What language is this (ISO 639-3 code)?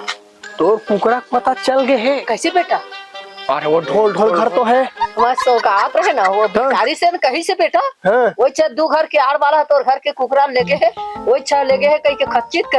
hne